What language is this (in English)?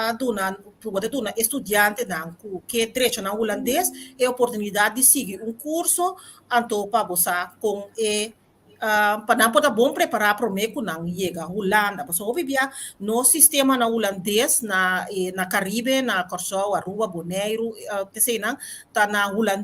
Papiamento